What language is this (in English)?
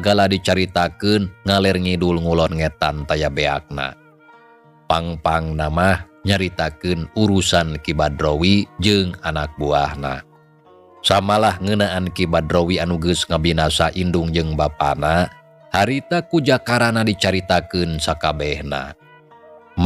Sundanese